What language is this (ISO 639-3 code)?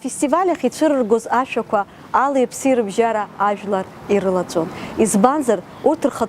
abk